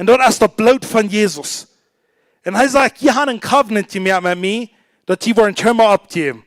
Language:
Plautdietsch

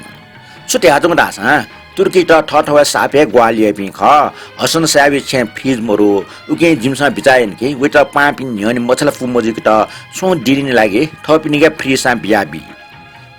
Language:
Newari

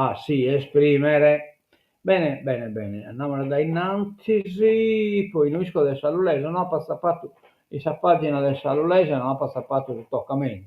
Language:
Sardinian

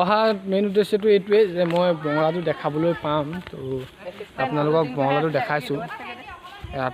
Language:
Assamese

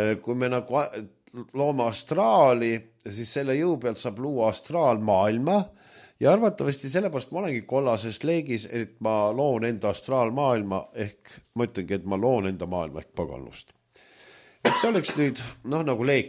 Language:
Estonian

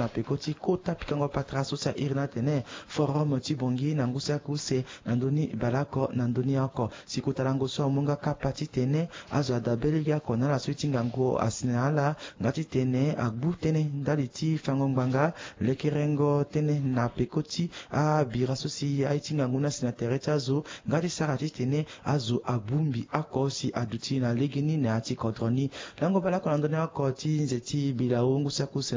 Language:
Sango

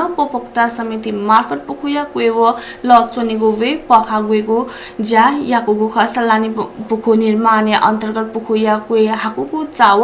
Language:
Newari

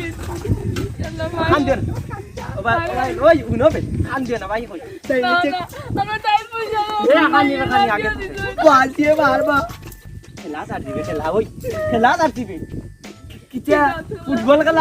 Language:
Sylheti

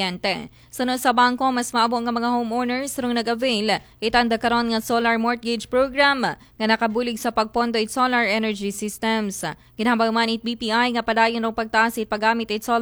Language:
Aklanon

